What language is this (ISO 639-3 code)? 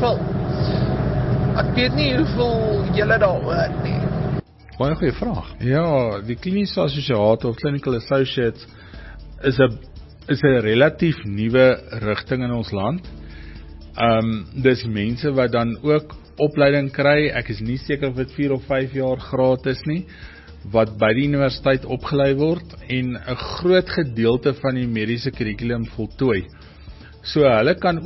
afr